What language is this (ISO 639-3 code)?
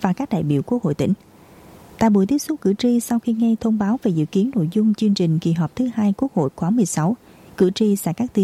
vie